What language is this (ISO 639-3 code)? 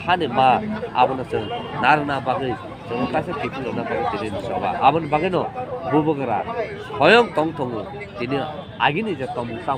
trp